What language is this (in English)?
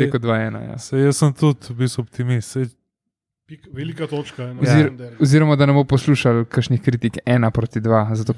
Slovenian